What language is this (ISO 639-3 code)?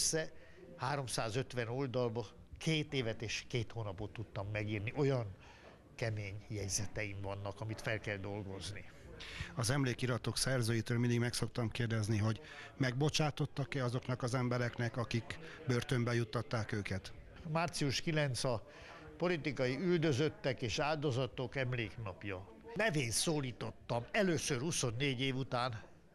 hun